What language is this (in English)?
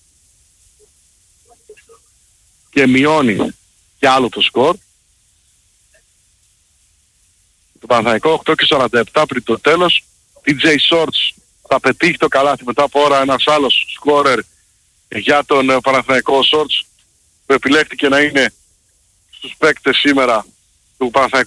Greek